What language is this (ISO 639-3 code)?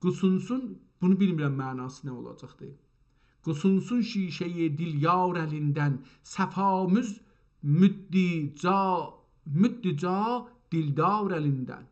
azb